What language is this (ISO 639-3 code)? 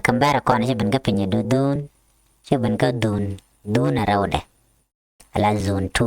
nus